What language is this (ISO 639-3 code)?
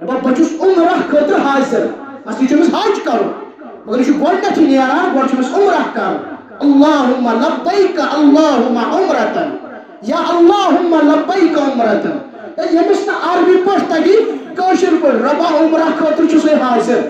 kas